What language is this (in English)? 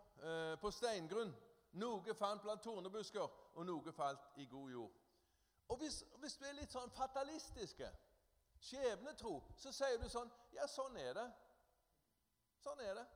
Norwegian